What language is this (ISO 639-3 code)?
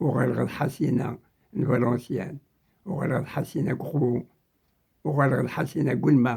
kab